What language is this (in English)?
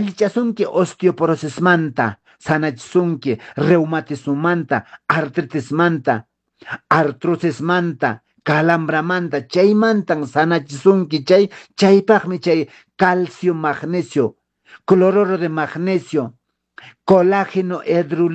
Quechua